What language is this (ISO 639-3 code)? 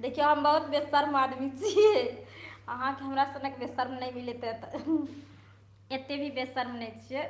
mai